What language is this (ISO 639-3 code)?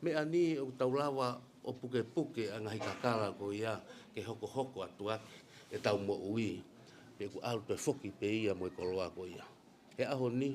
ton